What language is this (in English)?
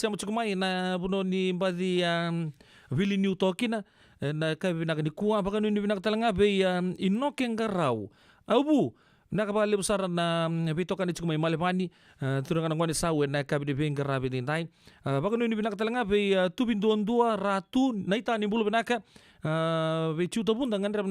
Fijian